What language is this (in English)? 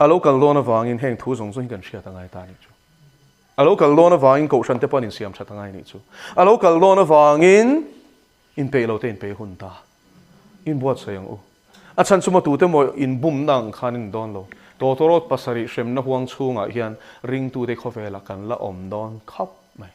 Mizo